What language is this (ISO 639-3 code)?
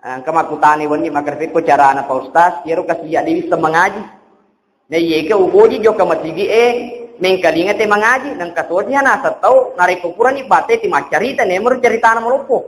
bug